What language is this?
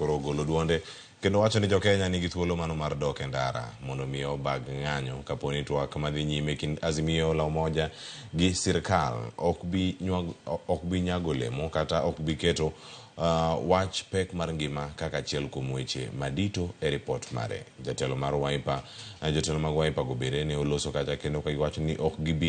Luo (Kenya and Tanzania)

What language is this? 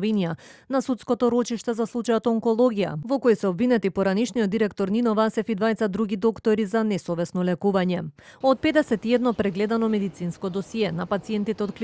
Macedonian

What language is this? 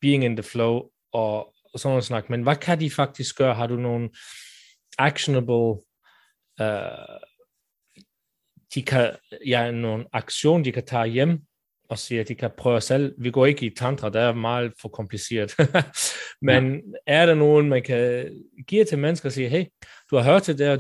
Danish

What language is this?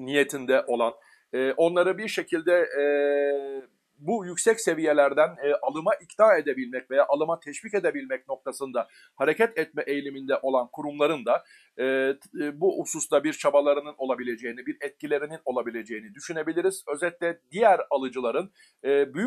Turkish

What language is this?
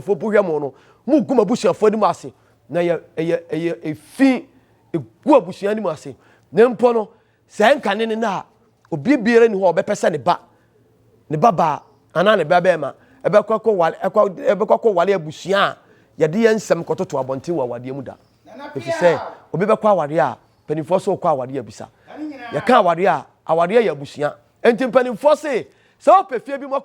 Akan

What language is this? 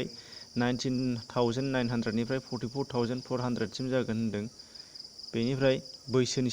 Bodo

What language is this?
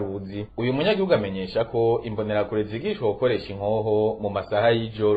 Rundi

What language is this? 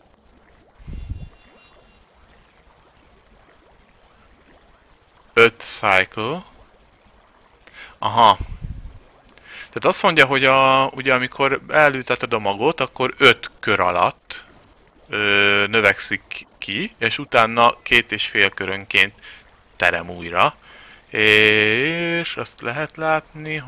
Hungarian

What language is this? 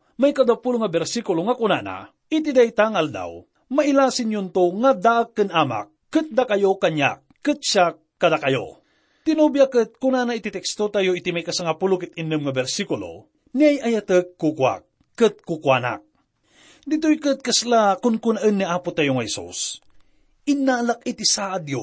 Iloko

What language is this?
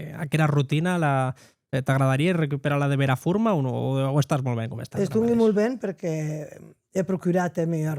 Occitan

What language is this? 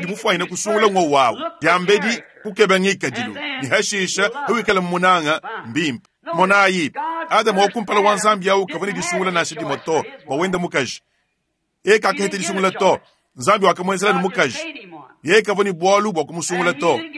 Luba-Lulua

